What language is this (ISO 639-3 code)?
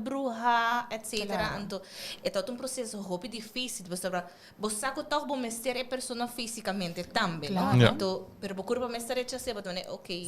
pap